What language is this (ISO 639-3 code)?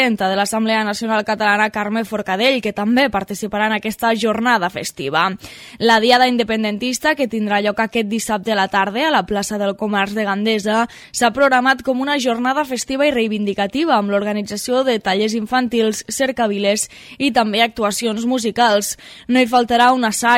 cat